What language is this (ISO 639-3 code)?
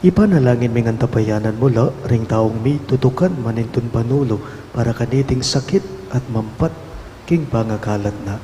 pam